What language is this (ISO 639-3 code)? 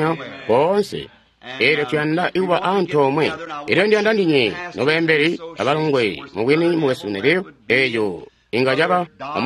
toi